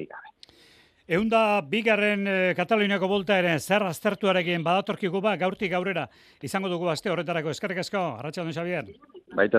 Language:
Basque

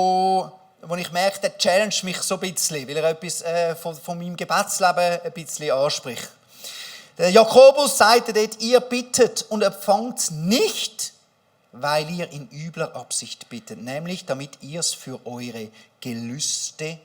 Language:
Swiss German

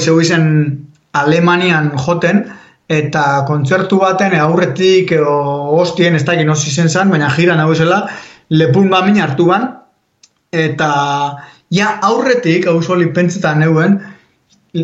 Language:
Basque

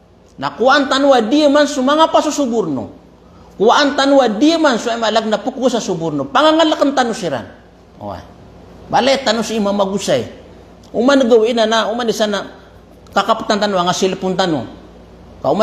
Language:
Maranao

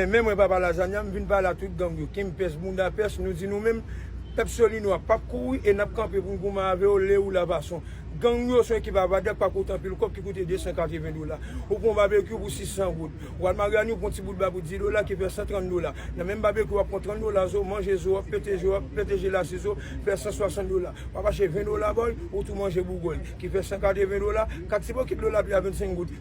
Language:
Haitian Creole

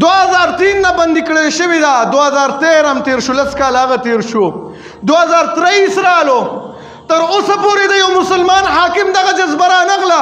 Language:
Pashto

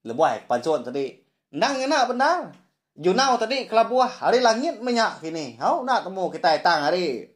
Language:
Iban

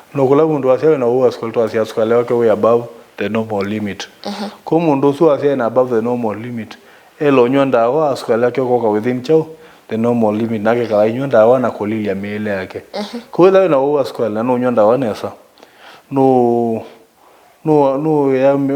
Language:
Kamba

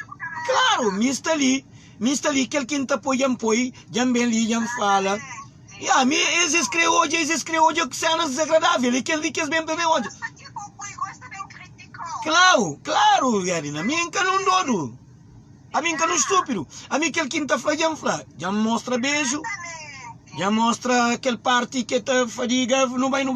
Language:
Kabuverdianu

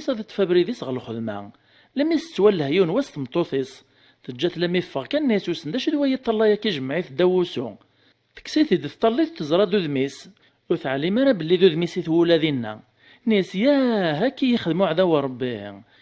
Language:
Kabyle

